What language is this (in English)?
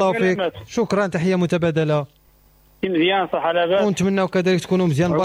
Moroccan Arabic